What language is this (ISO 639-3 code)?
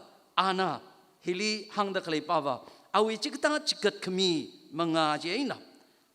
nmf